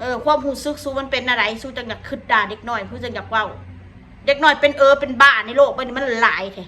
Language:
Northeastern Thai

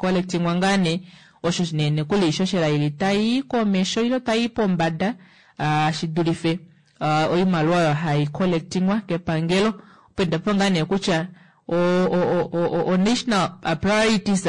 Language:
Kuanyama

